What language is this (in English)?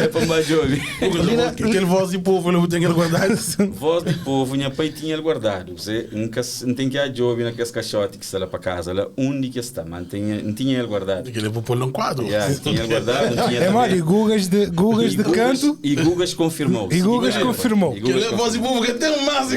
Kabuverdianu